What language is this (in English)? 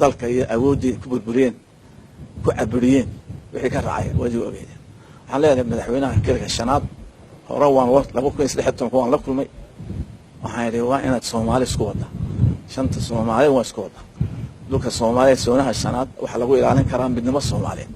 Somali